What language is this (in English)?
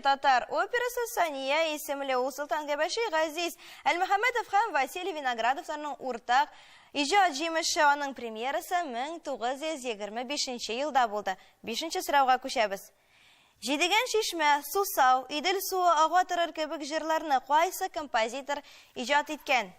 Tatar